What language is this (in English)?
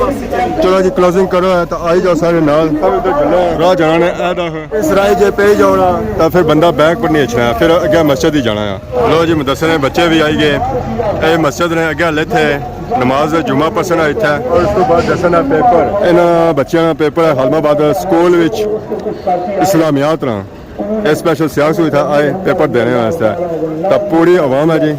Pahari-Potwari